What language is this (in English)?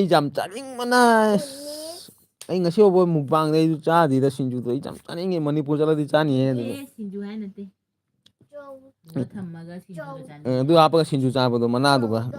Manipuri